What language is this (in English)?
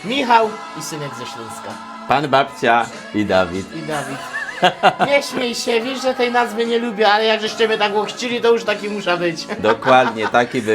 Silesian